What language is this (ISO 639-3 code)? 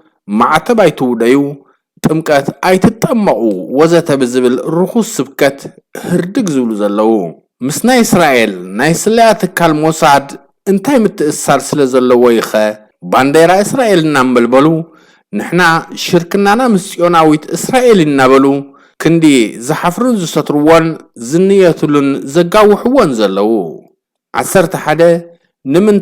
tir